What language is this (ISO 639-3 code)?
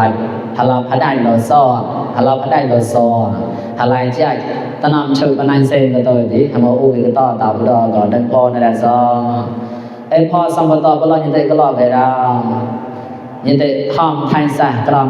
mnw